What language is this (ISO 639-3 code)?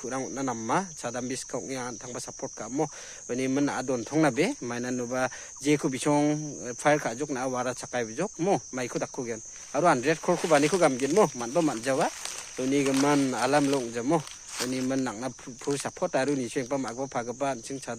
grt